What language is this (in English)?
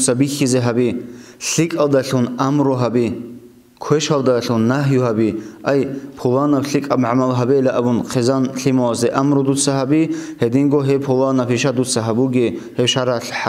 Avaric